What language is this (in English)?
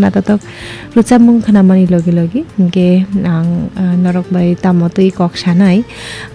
Kok Borok